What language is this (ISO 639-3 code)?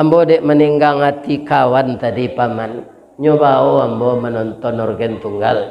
min